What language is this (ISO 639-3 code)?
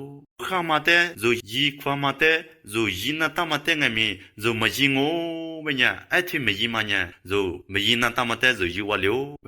lis